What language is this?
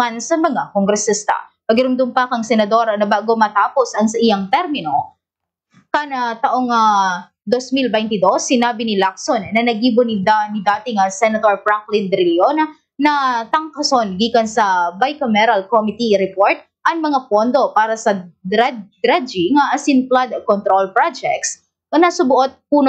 Bikol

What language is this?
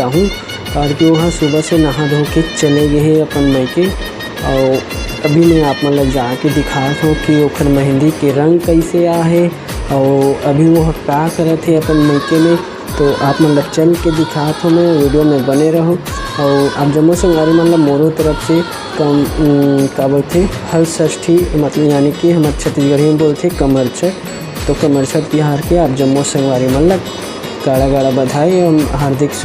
Chhattisgarhi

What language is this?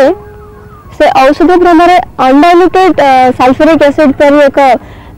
Odia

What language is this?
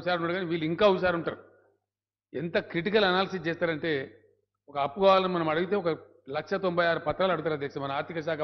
Telugu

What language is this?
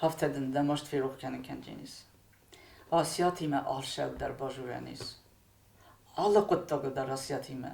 Ossetic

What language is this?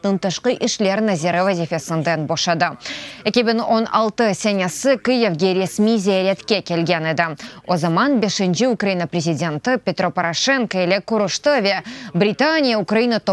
Crimean Tatar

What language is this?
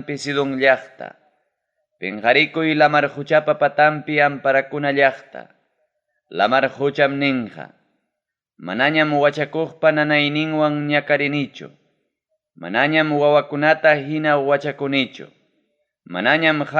Ayacucho Quechua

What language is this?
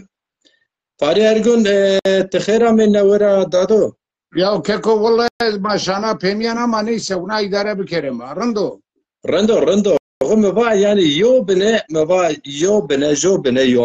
Zaza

